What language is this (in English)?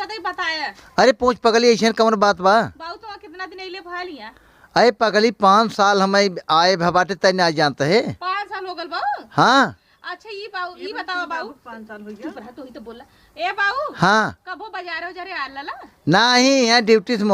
Awadhi